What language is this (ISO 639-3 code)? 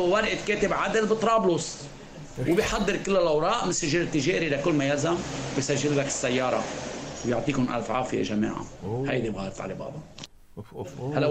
apc